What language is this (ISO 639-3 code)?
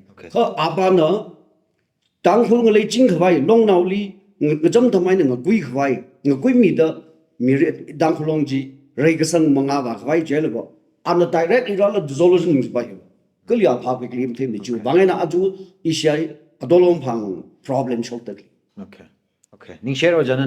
nmf